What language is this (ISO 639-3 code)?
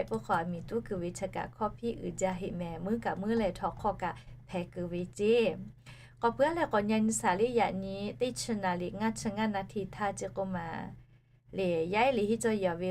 lhu